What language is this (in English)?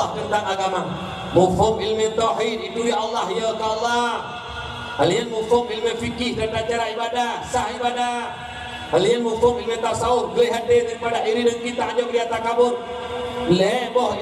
Achinese